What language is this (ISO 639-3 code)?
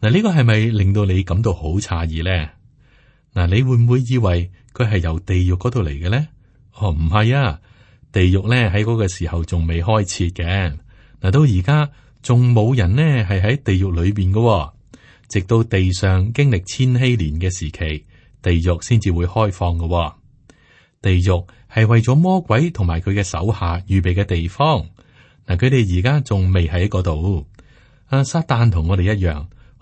yue